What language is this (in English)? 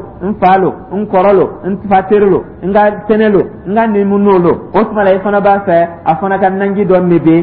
Dyula